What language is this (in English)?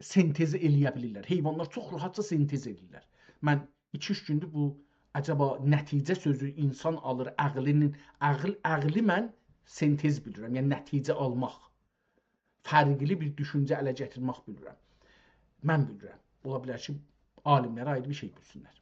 South Azerbaijani